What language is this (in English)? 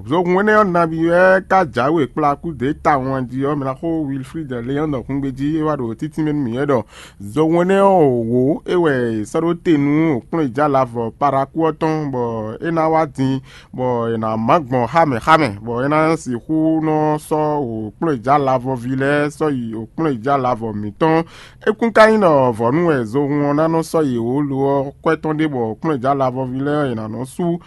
Fon